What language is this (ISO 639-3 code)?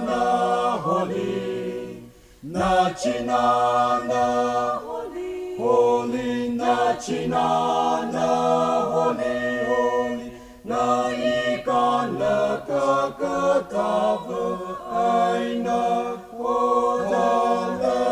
nmf